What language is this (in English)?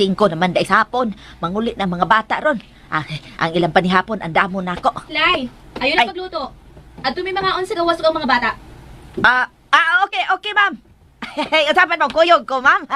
Cebuano